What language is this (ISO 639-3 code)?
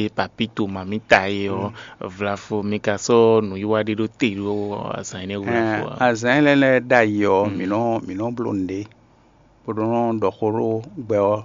fon